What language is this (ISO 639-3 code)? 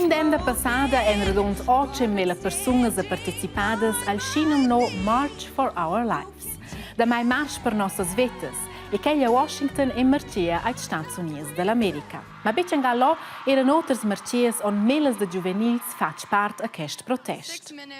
roh